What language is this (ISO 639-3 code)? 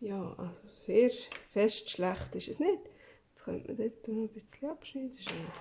gsw